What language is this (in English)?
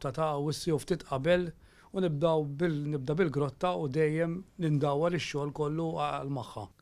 Maltese